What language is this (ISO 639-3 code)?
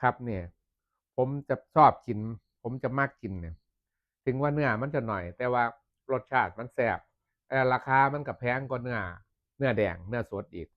tts